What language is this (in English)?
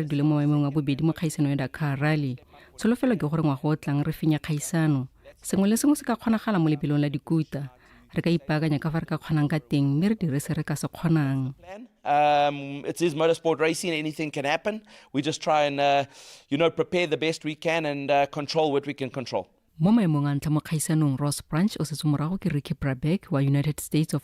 Tswana